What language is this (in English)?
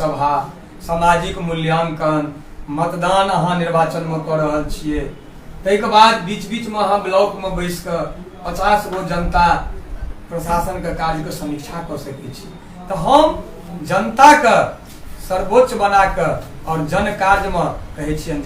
Maithili